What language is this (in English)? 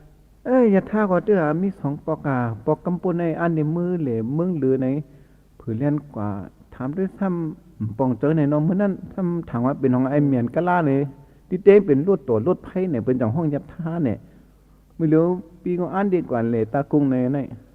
Shan